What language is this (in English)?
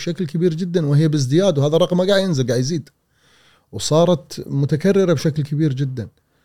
Gulf Arabic